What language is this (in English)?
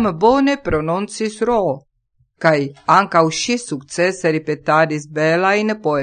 Esperanto